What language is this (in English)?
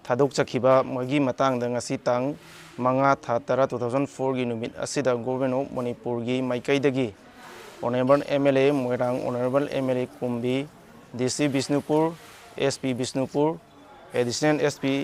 Manipuri